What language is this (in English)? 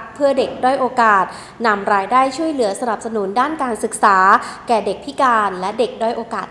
Thai